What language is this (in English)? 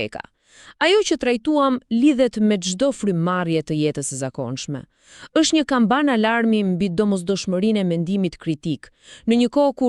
Albanian